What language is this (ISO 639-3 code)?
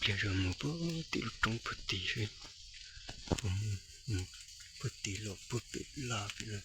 hmn